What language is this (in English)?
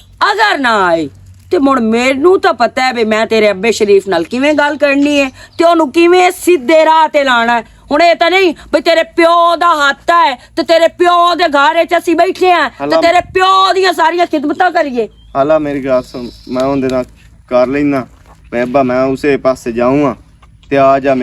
Western Panjabi